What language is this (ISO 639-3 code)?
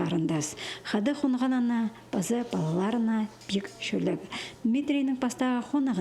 kjh